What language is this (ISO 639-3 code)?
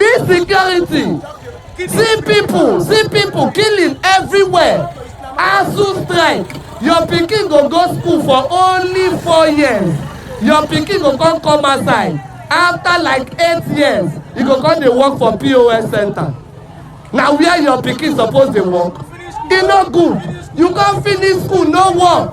pcm